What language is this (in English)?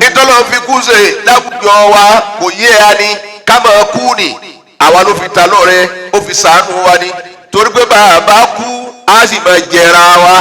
Yoruba